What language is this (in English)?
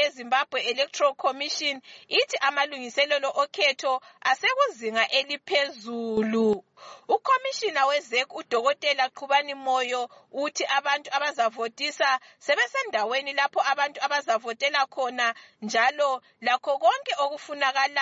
North Ndebele